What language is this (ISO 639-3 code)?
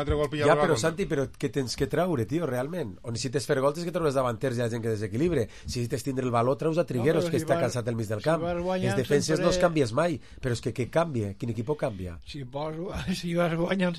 cat